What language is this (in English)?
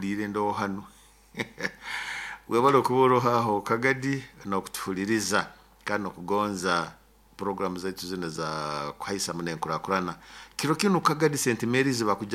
Nyoro